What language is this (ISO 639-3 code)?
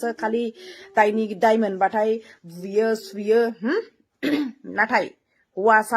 brx